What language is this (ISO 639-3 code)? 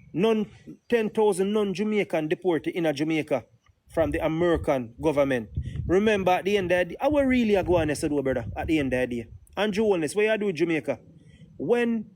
jam